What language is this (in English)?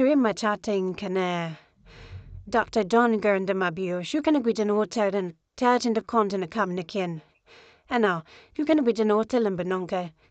Nuer